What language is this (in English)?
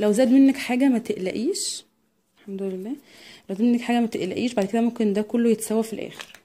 Egyptian Arabic